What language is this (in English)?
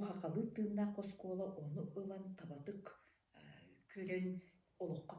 Yakut